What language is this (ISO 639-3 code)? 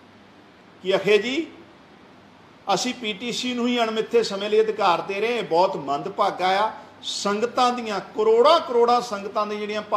pan